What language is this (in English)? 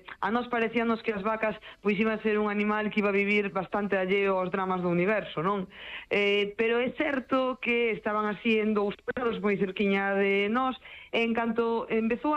Galician